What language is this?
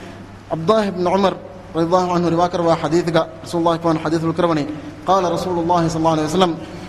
Divehi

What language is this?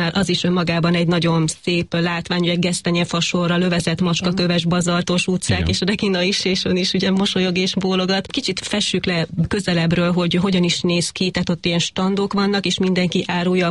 Hungarian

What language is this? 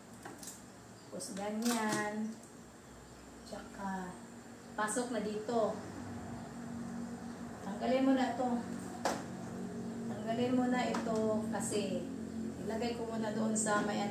Filipino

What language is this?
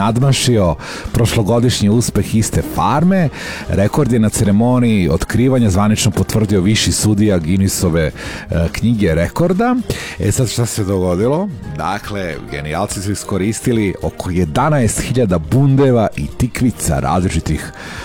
Serbian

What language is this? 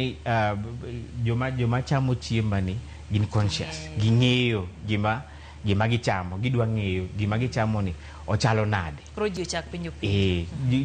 Luo (Kenya and Tanzania)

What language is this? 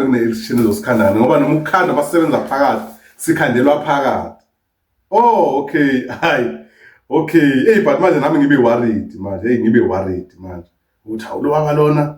Zulu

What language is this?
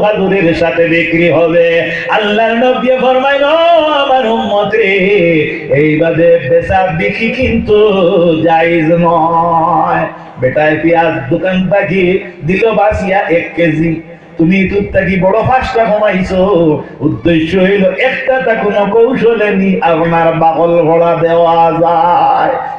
Sylheti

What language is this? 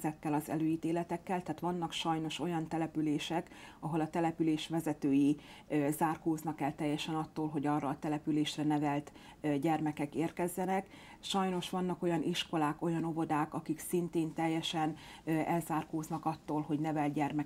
Hungarian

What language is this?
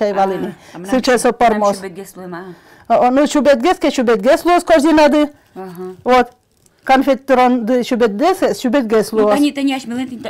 Udmurt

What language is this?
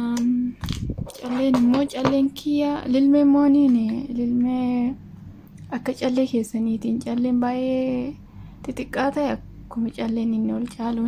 Oromo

